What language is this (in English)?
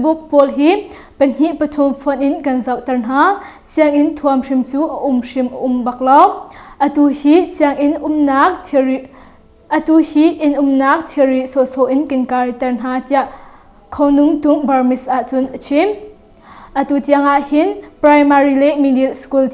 Hakha Chin